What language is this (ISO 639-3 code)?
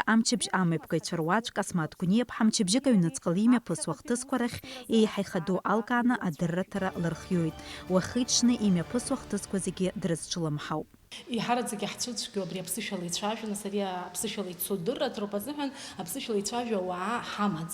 abk